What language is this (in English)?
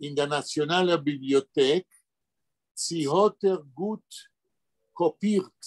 Yiddish